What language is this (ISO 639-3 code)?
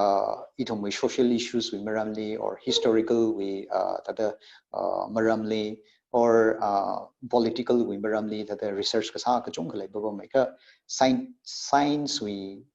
nmf